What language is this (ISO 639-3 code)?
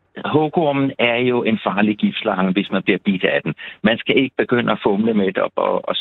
dan